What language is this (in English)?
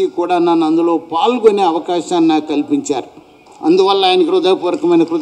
Telugu